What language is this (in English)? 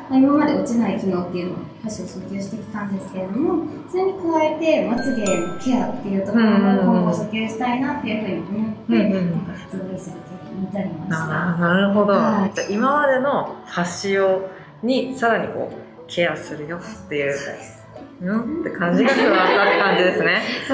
Japanese